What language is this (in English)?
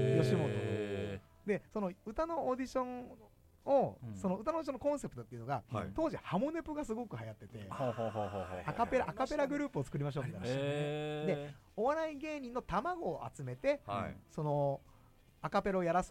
Japanese